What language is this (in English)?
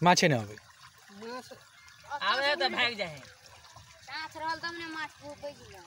Maithili